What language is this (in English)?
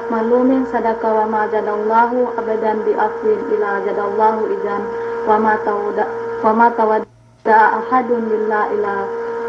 Yakan